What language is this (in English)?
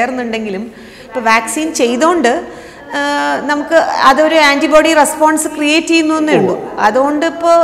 Malayalam